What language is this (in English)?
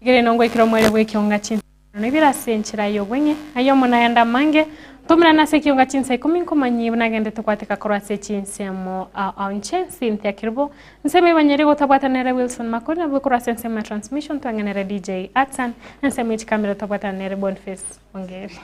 Gusii